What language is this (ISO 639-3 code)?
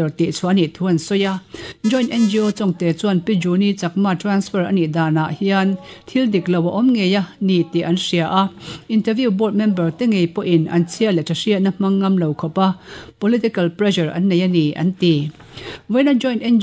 lus